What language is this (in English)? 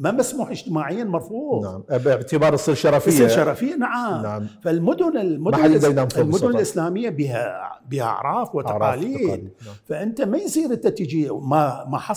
Mesopotamian Arabic